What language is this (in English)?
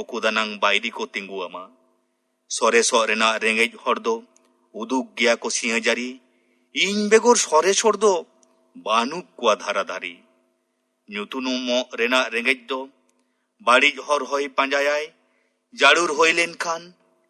Santali